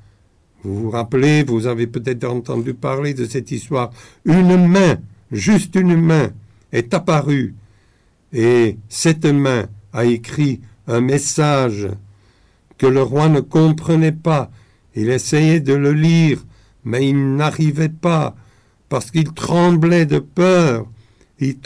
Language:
French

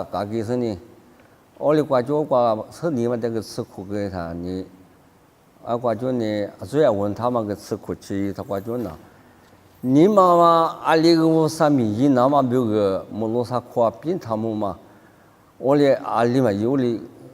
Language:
Lisu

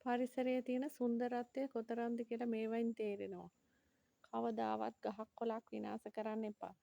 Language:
Sinhala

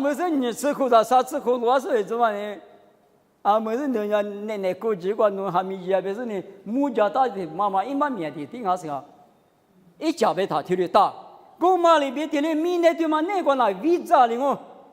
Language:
Lisu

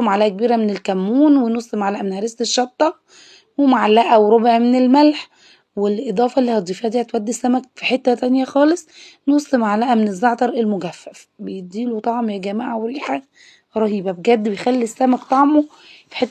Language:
Egyptian Arabic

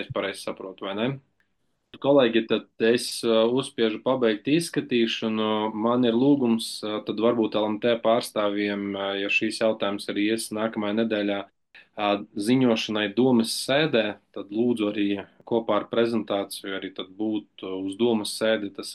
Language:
Latvian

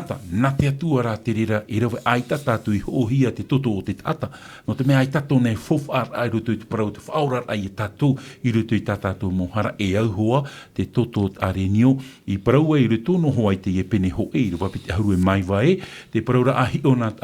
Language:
Tahitian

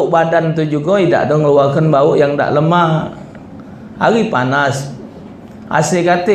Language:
Musi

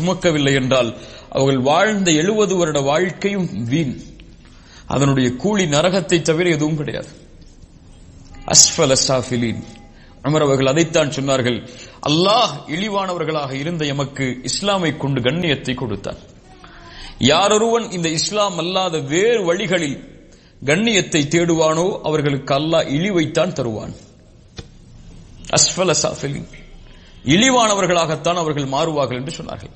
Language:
Tamil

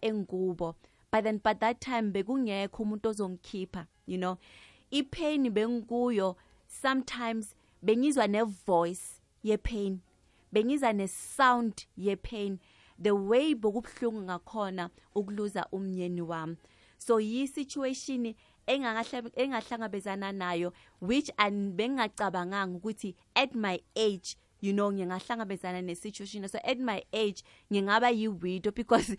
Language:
South Ndebele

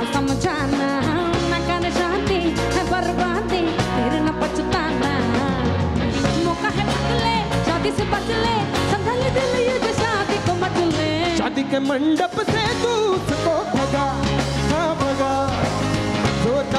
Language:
Hindi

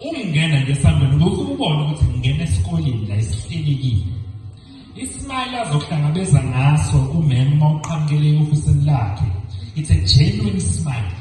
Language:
Zulu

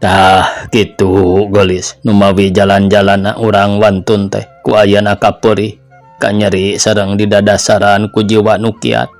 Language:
Sundanese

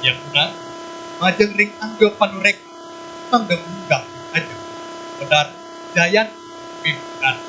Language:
Balinese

